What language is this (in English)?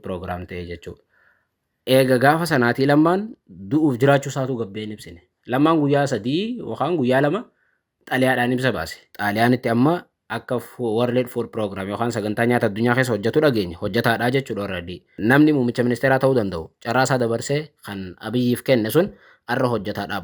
Oromo